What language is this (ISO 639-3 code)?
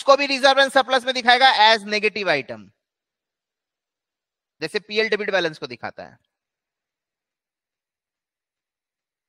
hin